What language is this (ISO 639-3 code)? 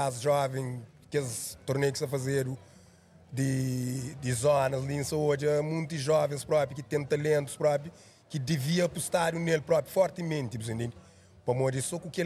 kea